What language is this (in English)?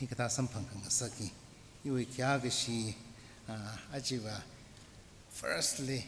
Tangkhul Naga (India)